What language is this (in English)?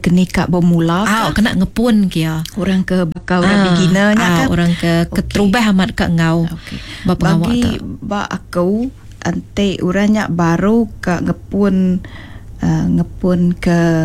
Iban